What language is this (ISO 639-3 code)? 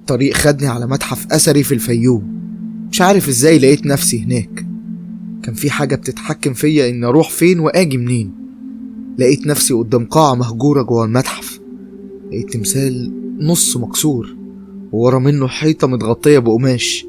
arz